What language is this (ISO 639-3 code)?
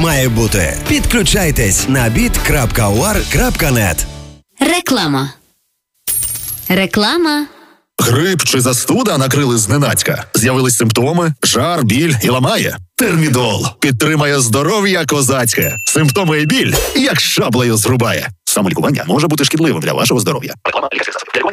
ukr